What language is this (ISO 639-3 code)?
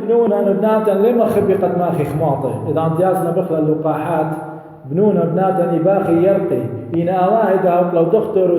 aii